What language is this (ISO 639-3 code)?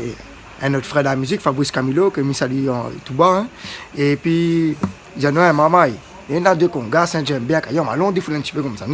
rcf